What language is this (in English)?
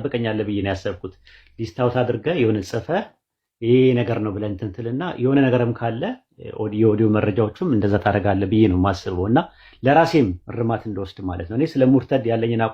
Amharic